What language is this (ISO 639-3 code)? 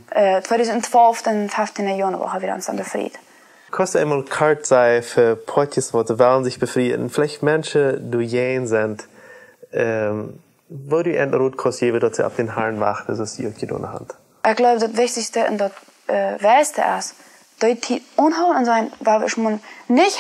pdt